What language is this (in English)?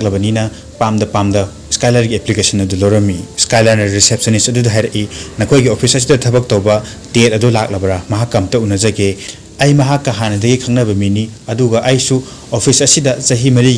Manipuri